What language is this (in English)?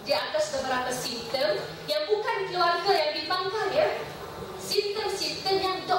Malay